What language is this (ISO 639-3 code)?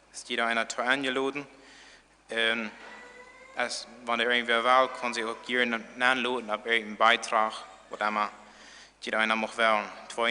pdt